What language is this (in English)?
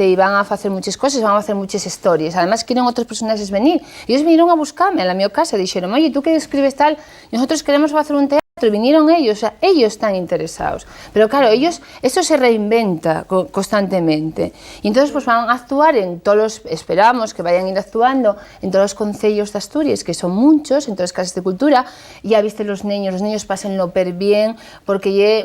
Asturian